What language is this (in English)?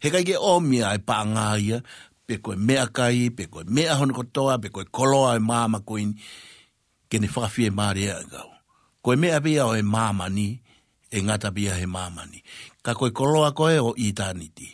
Tongan